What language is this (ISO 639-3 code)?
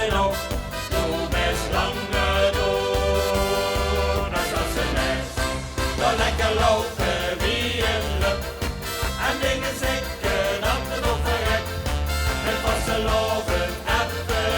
lim